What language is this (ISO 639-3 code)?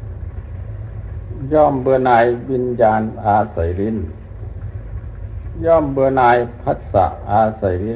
tha